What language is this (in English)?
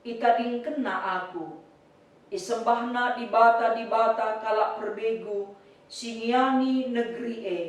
Batak Karo